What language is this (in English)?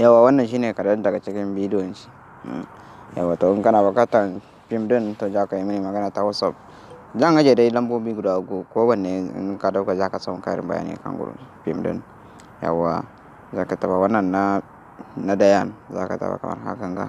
Hausa